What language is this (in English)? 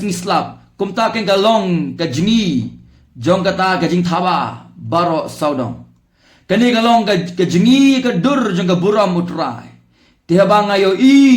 Khasi